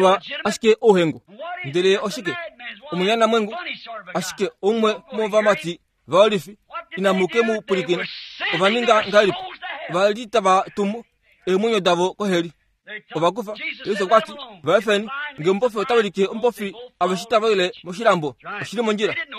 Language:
Kuanyama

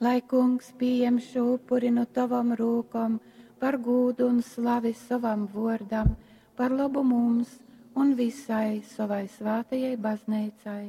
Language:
Latgalian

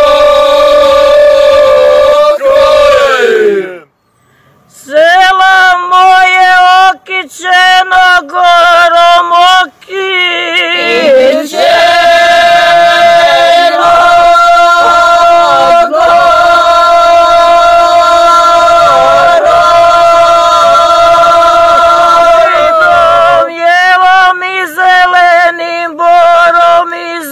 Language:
Serbian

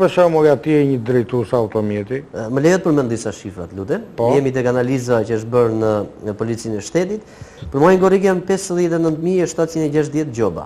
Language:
Albanian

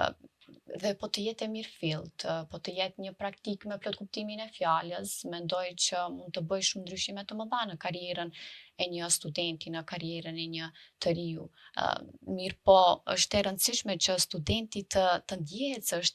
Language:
Albanian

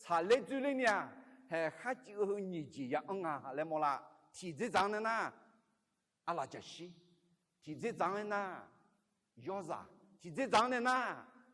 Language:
Akha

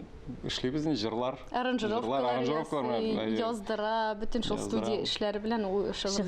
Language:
Tatar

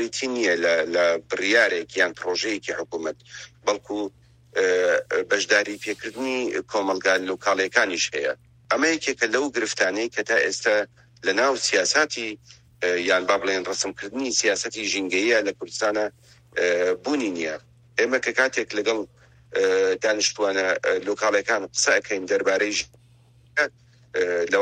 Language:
Central Kurdish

